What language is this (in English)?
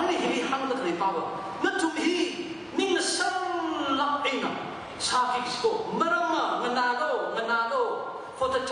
Tangkhul Naga (India)